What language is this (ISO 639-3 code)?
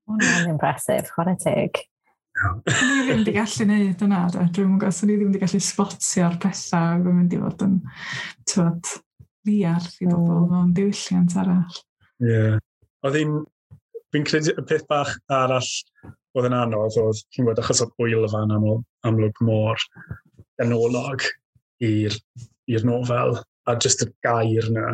cym